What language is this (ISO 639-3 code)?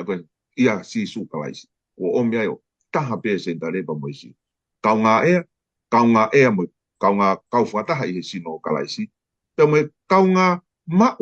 ton